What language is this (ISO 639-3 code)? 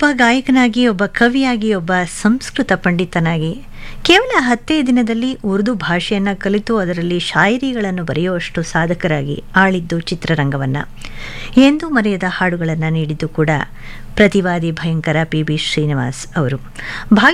kan